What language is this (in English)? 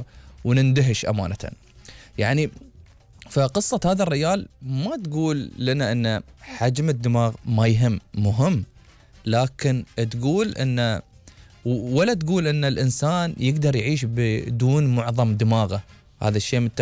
Gulf Arabic